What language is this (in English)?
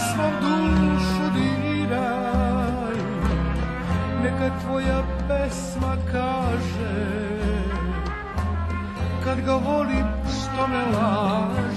Serbian